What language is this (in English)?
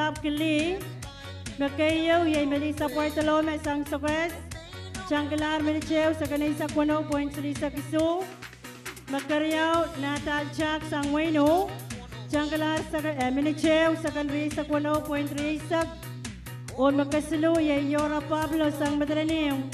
Pohnpeian